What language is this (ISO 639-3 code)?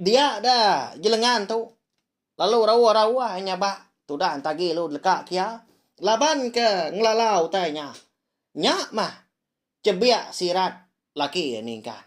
iba